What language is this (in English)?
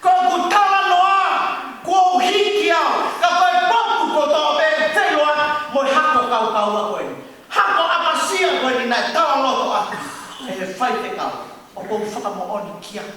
Tongan